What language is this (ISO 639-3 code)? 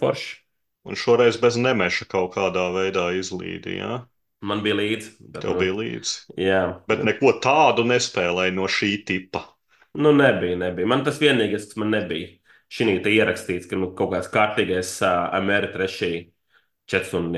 lav